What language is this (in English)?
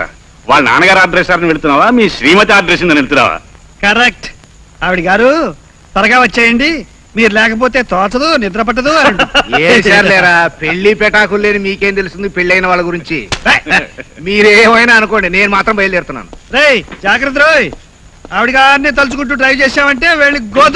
Telugu